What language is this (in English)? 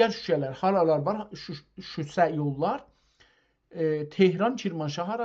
South Azerbaijani